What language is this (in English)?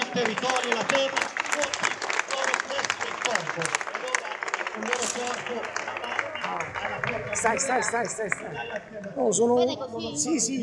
Italian